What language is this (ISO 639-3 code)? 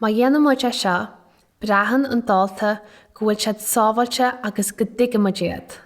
gle